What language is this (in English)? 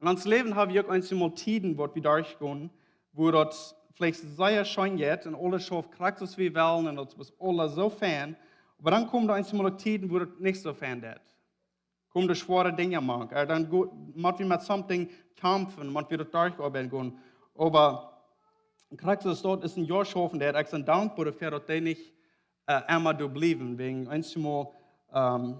Plautdietsch